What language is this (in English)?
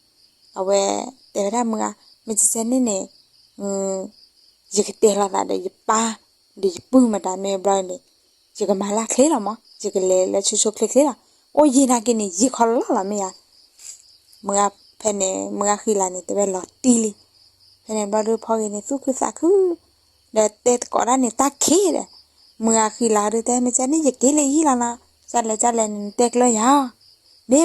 S'gaw Karen